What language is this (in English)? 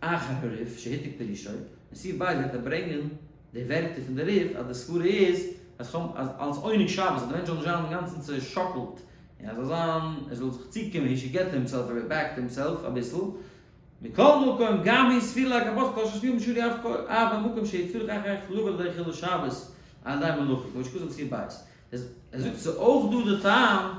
Yiddish